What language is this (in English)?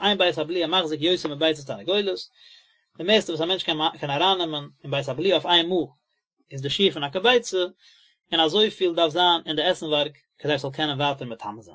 Yiddish